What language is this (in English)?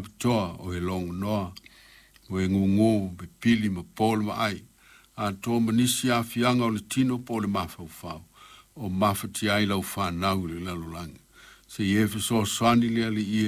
Samoan